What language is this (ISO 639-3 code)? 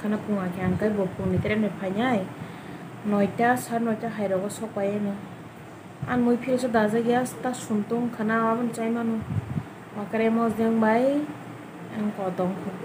trp